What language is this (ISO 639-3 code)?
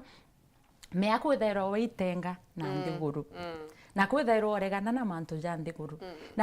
mer